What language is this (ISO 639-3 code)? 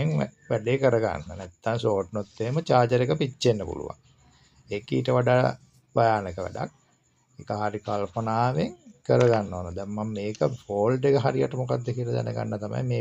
sin